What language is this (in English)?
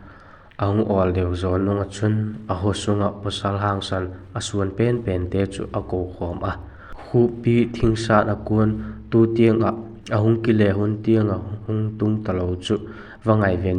Vaiphei